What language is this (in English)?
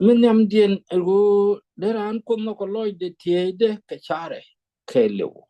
Nuer